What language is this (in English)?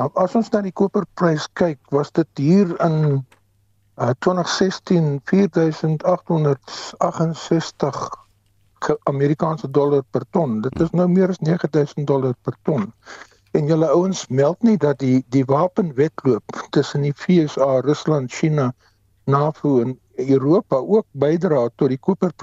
Afrikaans